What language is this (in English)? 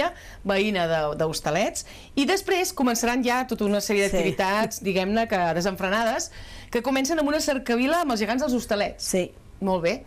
Catalan